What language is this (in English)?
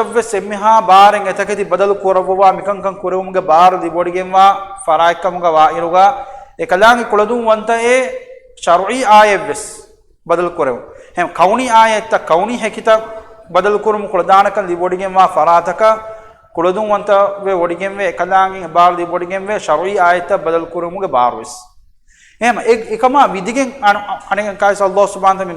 Divehi